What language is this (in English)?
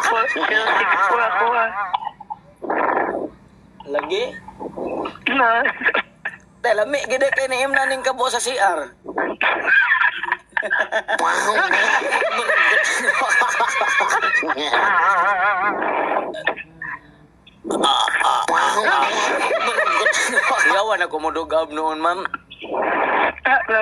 Cebuano